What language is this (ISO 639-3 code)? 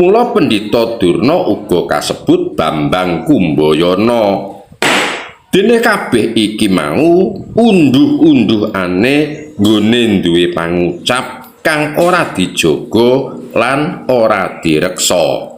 jav